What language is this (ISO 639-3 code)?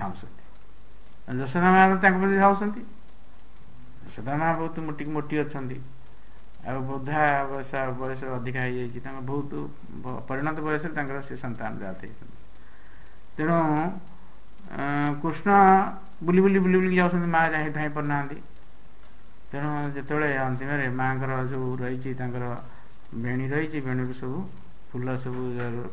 ori